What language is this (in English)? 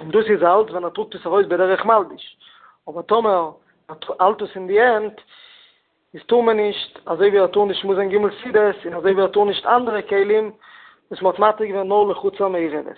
Yiddish